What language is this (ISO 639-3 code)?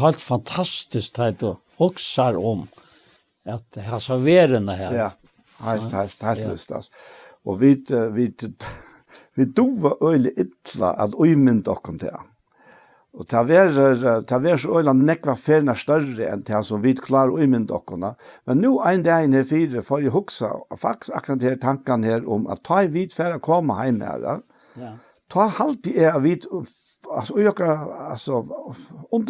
fao